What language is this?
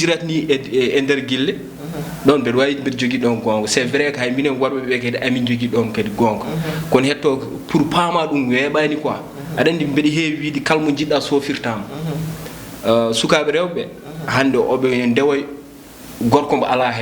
Fula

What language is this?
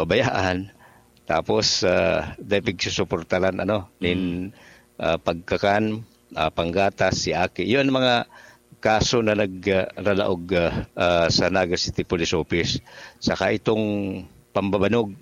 Bikol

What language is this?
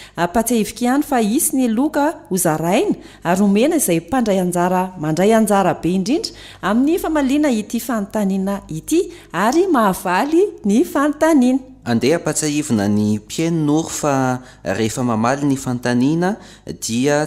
Malagasy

